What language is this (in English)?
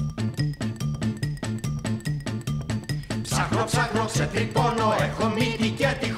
Greek